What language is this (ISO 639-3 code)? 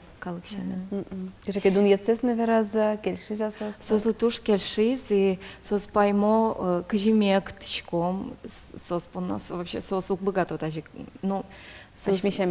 udm